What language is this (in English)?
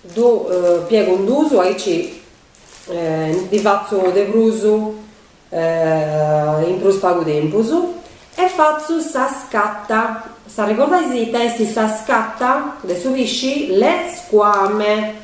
Sardinian